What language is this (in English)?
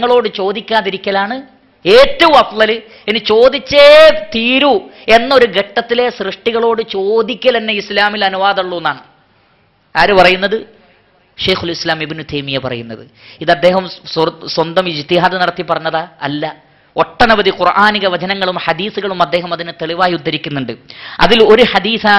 Malayalam